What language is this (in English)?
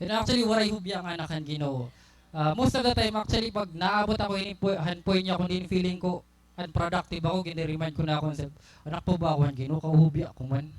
Waray